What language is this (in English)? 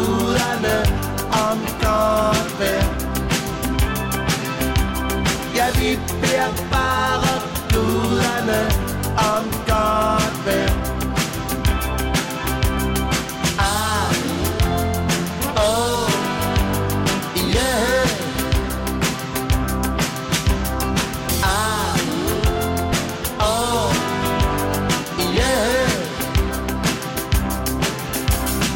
Danish